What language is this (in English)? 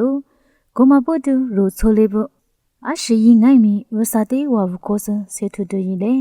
Lisu